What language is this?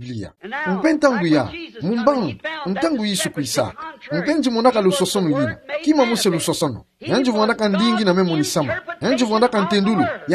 Kituba (Democratic Republic of Congo)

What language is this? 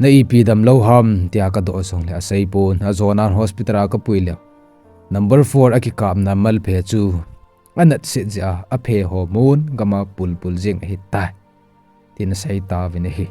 Thado Chin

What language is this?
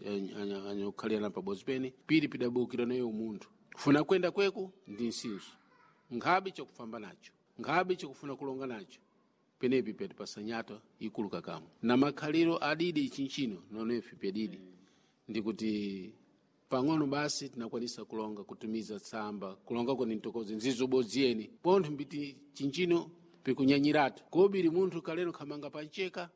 Sena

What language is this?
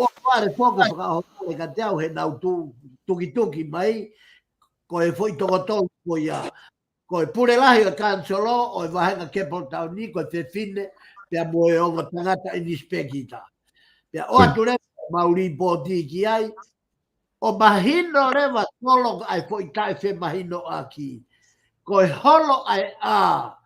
Tongan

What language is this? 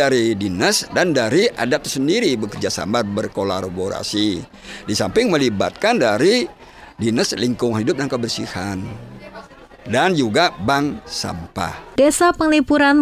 Indonesian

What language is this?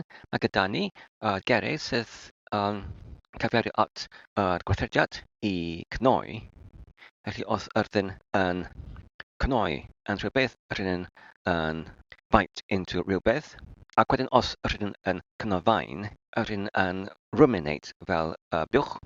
Welsh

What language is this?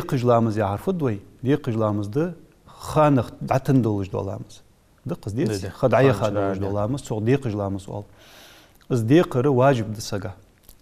Ingush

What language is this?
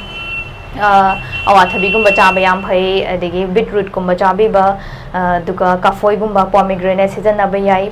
Manipuri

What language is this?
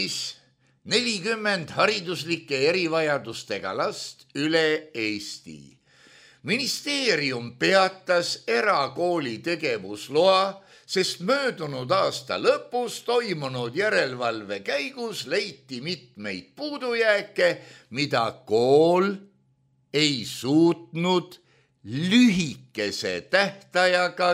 Estonian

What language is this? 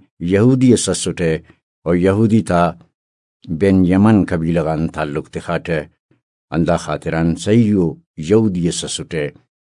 Brahui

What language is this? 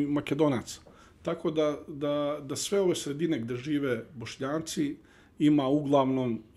Bosnian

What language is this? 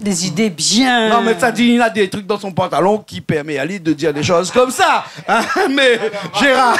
Réunion Creole French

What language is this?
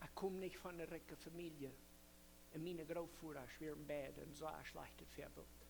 Plautdietsch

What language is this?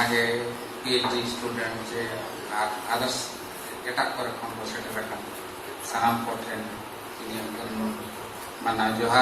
Santali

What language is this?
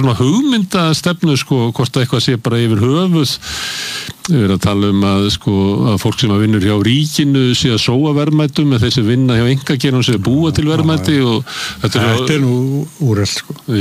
Icelandic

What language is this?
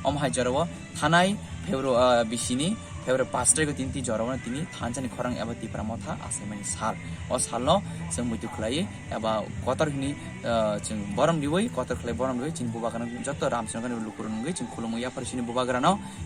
Kok Borok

